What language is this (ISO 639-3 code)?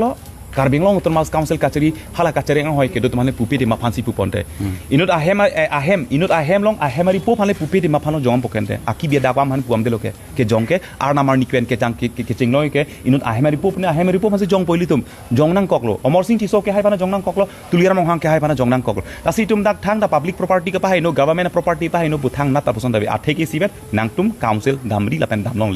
mjw